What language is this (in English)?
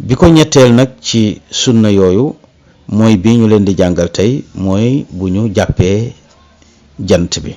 Wolof